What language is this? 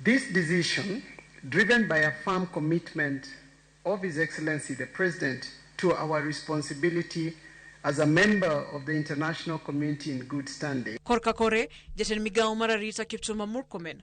Luo (Kenya and Tanzania)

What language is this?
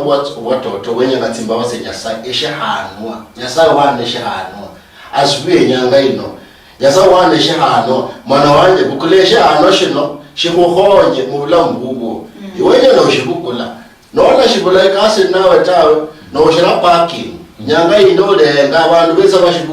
Luyia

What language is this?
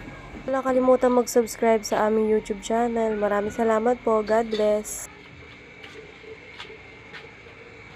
Filipino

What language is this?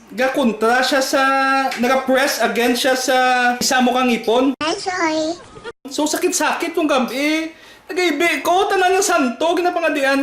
Hiligaynon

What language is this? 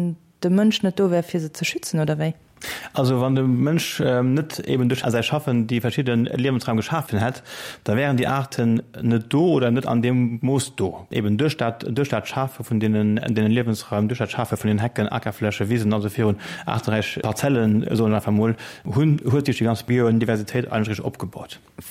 Luxembourgish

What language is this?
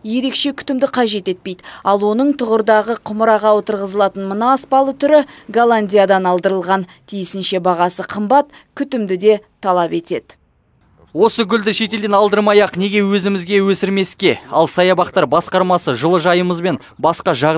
Kazakh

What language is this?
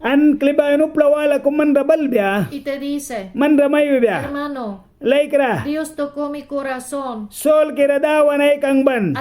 Mískito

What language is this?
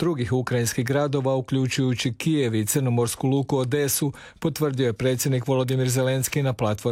Croatian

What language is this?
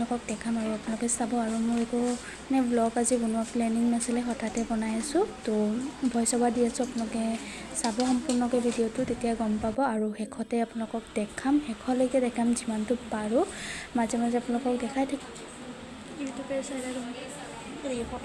Assamese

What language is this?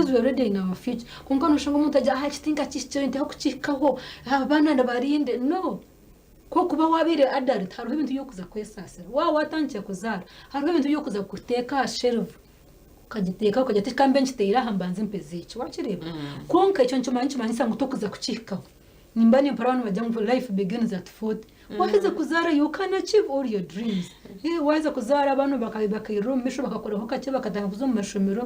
Nyankole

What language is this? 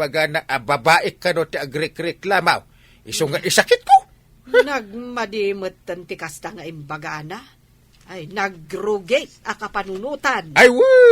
Iloko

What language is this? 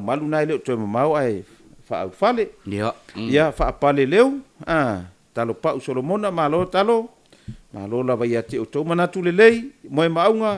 Samoan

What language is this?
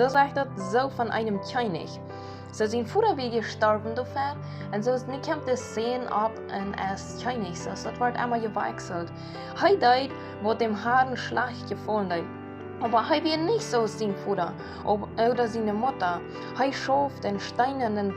Plautdietsch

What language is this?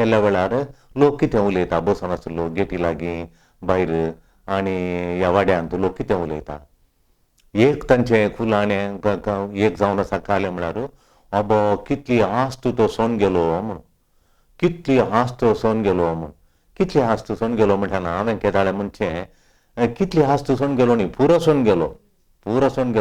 Konkani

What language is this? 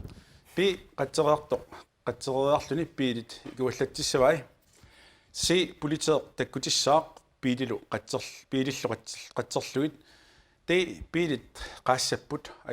Kalaallisut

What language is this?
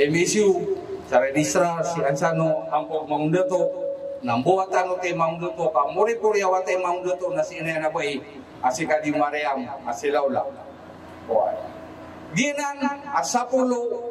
Maranao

